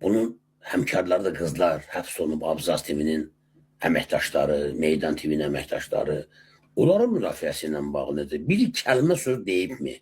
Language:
Azerbaijani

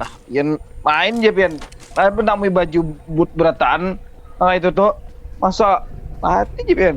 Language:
Banjar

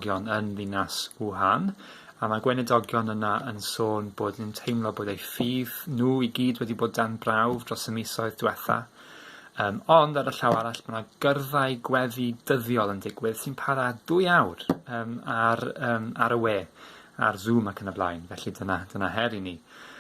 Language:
Welsh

